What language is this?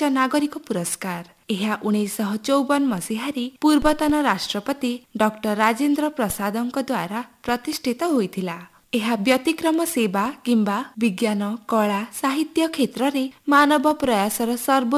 Odia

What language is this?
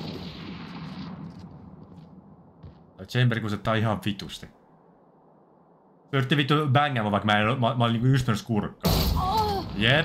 Finnish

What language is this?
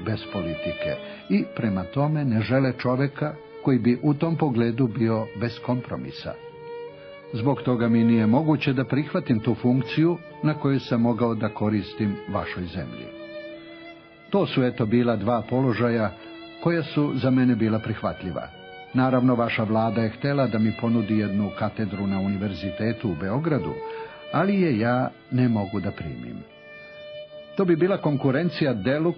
Serbian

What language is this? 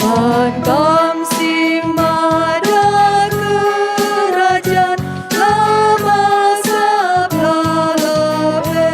Batak Karo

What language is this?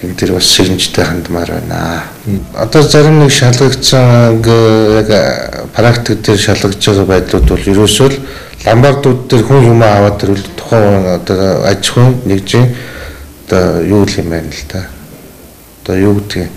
Mongolian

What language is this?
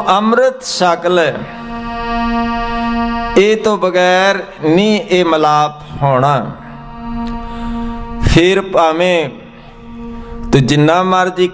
Punjabi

